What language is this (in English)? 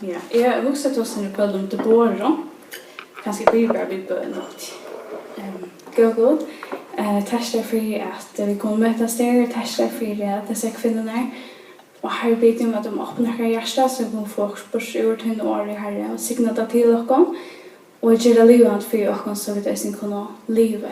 Faroese